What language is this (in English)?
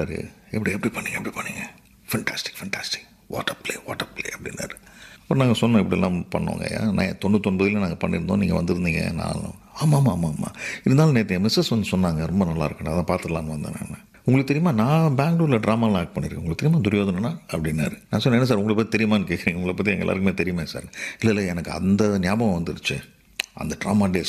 Tamil